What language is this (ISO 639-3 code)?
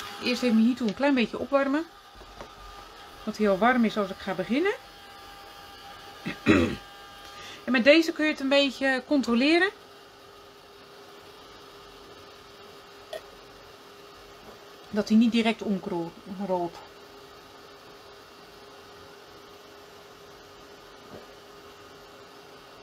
nld